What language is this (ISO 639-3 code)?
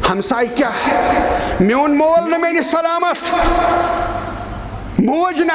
kas